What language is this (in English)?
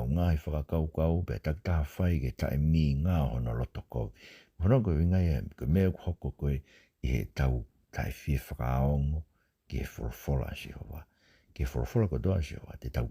Tongan